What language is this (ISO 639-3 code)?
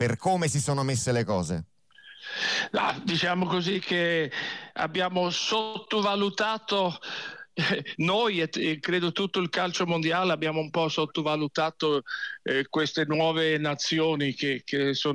ita